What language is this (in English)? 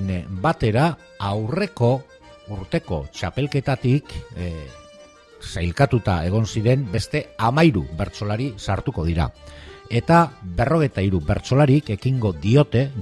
Basque